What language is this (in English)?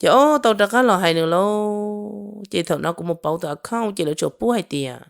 Hmong